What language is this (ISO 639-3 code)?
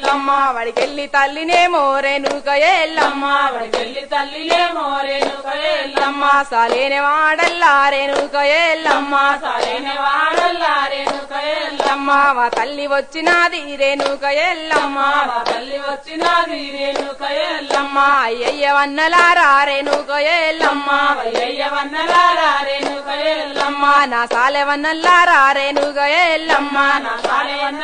tel